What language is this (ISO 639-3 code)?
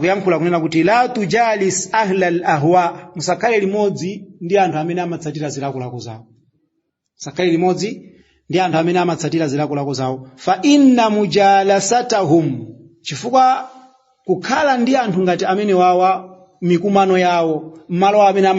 nya